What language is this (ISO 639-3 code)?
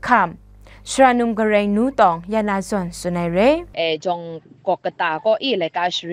kac